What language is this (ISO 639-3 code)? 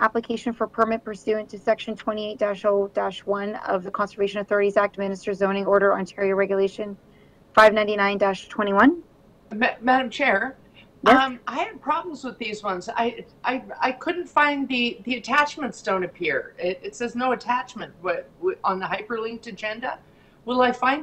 eng